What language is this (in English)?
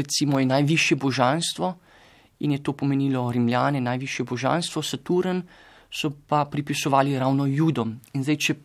Slovenian